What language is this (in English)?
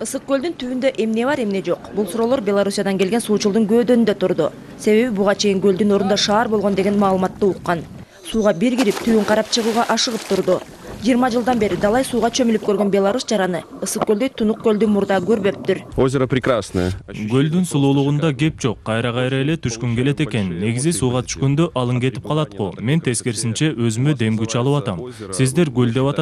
Kyrgyz